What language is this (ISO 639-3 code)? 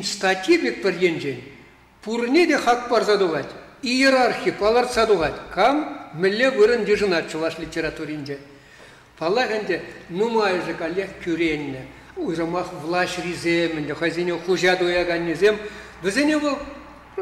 chv